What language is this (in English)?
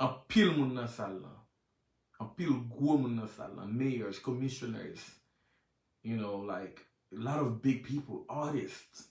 Haitian Creole